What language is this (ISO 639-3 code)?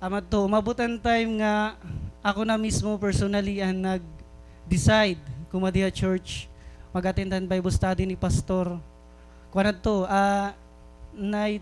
war